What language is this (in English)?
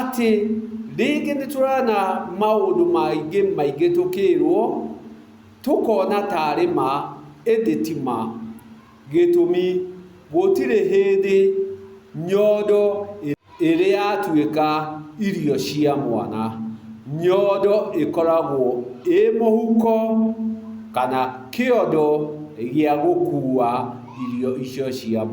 Kikuyu